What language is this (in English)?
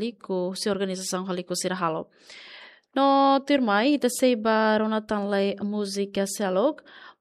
Tetum